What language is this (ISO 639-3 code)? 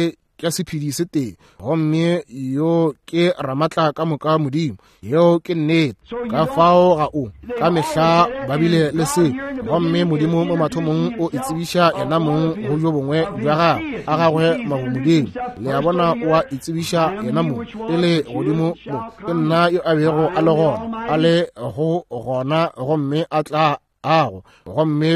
nso